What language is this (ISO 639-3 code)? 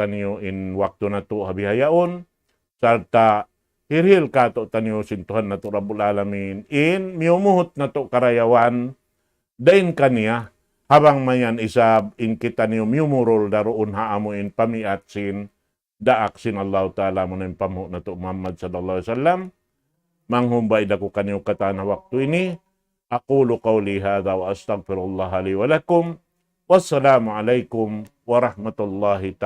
tsg